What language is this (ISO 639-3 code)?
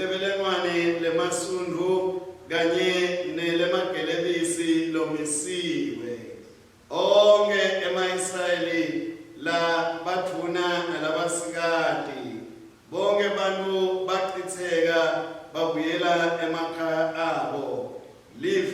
ssw